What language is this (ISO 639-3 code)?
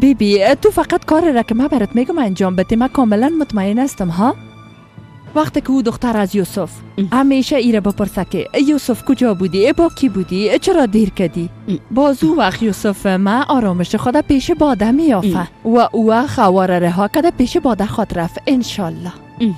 fas